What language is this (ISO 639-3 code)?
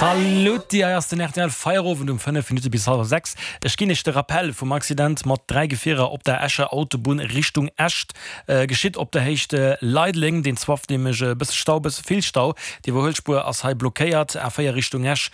ltz